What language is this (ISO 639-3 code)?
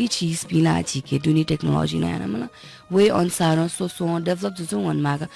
new